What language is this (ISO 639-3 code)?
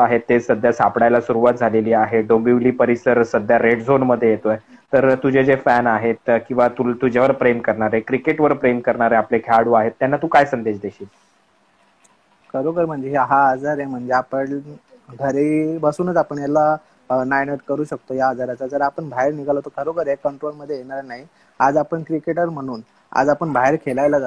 mar